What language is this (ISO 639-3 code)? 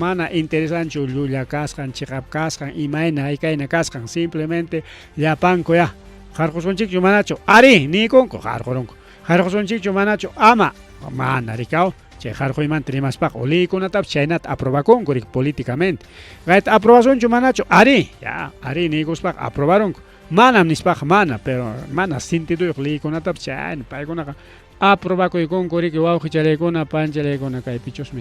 quy